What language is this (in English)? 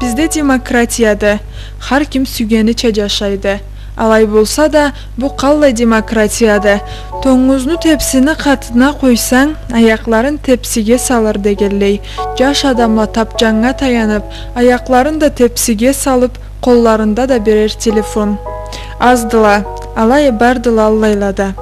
Karachay-Balkar